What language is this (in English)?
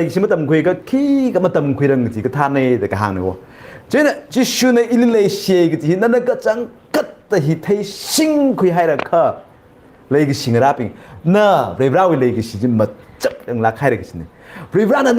Tangkhul Naga (India)